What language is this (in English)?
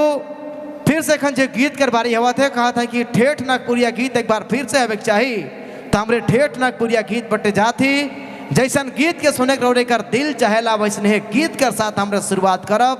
Sadri